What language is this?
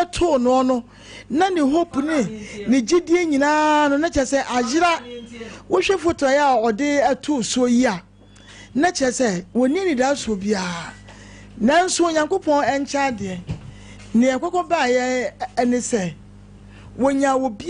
Akan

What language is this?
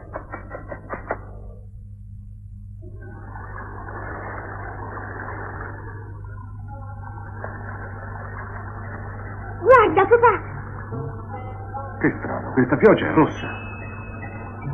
Italian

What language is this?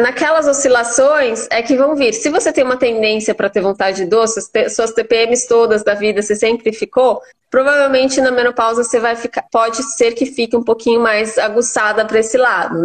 Portuguese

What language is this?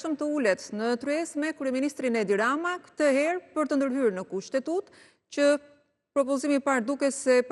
Albanian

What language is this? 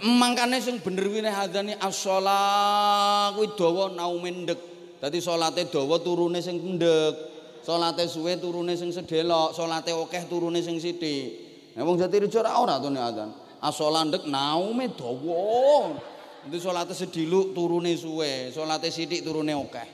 Javanese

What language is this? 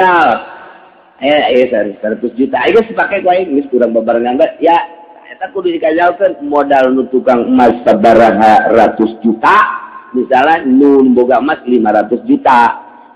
Sundanese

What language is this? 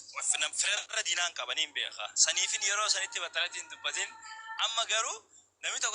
Oromo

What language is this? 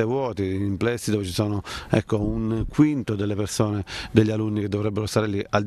Italian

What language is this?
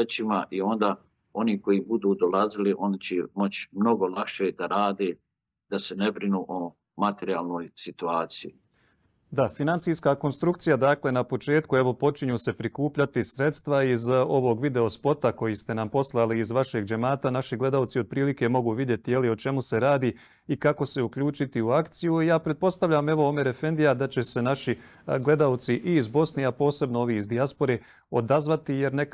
Bosnian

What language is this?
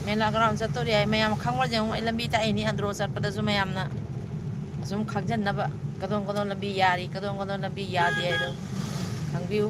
Manipuri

